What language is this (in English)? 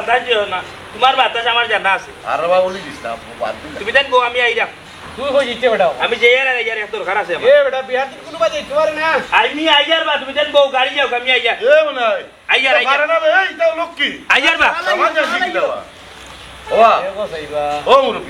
Sylheti